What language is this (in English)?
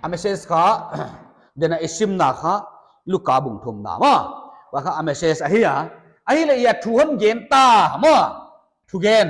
Paite Chin